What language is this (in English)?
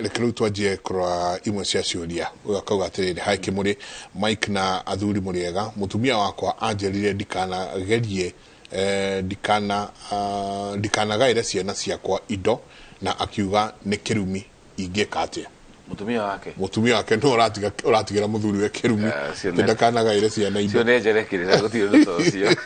Kikuyu